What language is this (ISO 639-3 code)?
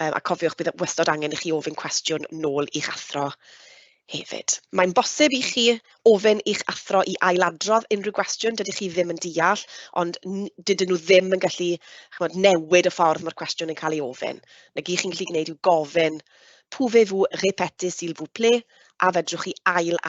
cym